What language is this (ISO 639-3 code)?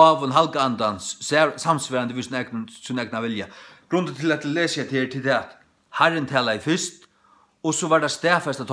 fao